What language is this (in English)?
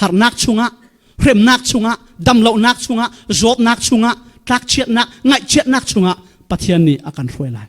Falam Chin